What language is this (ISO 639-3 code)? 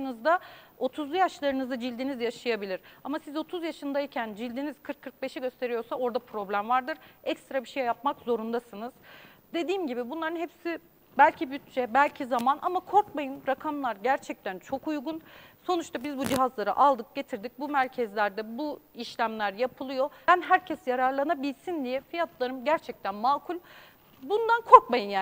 tur